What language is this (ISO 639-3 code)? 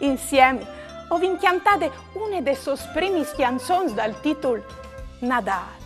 fur